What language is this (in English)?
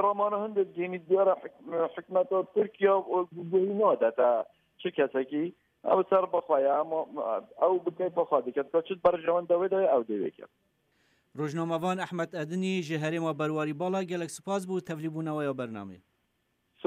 Kurdish